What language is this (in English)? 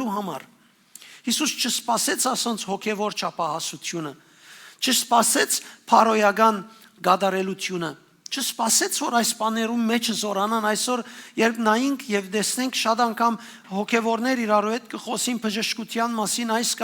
Western Armenian